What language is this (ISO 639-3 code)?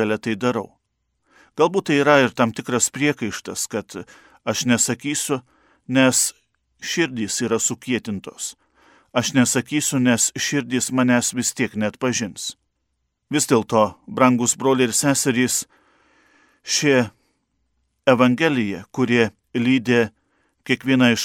lit